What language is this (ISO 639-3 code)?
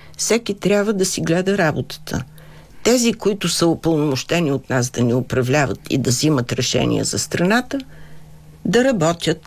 bul